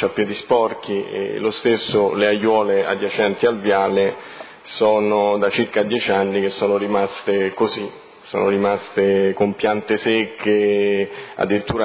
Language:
Italian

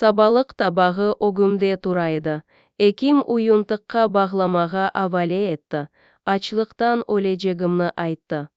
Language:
Crimean Tatar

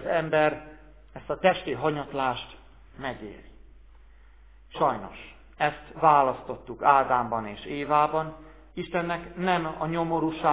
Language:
Hungarian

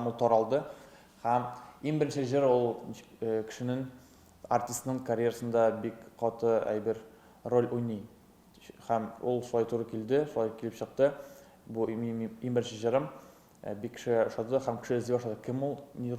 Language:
Tatar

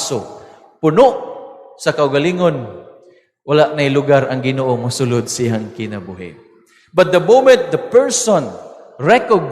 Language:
Cebuano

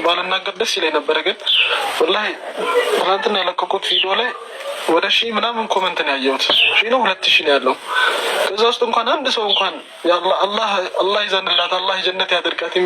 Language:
Amharic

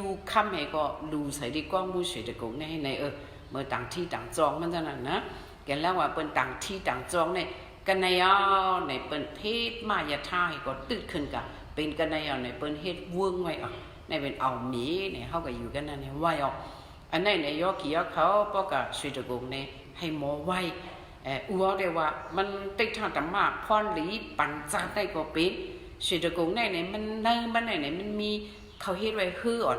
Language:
Shan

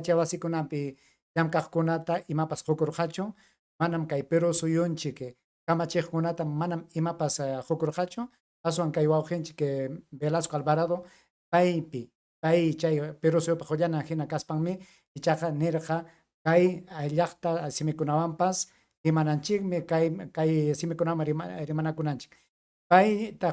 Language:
Ayacucho Quechua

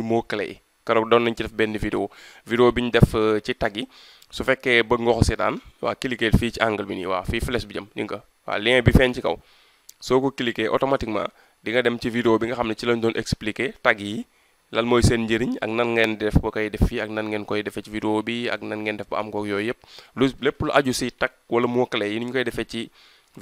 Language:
Wolof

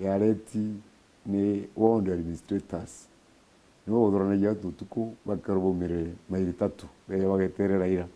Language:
Meru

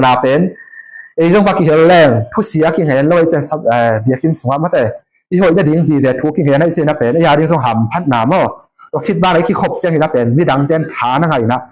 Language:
Tedim Chin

